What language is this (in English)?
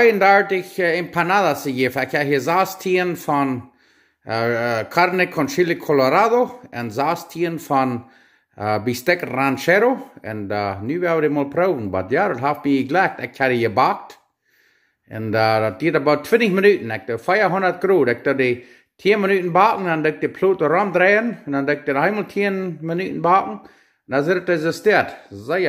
Plautdietsch